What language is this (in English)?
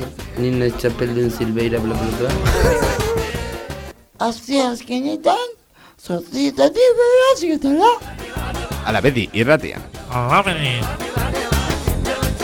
Basque